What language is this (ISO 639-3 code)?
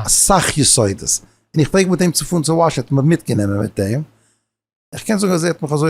yid